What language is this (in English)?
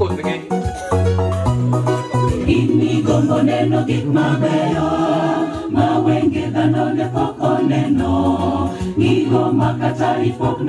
Luo (Kenya and Tanzania)